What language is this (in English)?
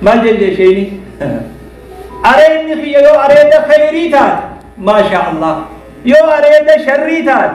Oromo